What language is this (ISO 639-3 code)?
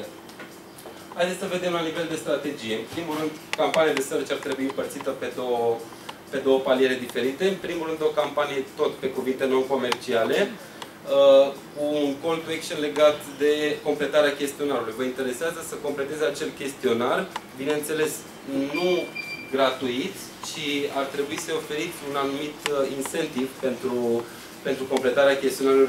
ron